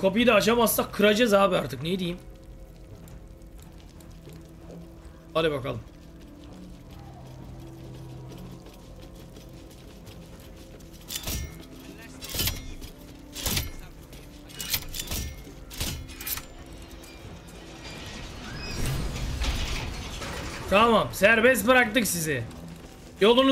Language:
Turkish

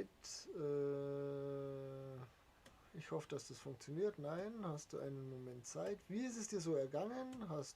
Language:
Bavarian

